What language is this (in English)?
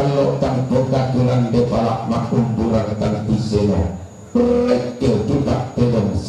Toraja-Sa'dan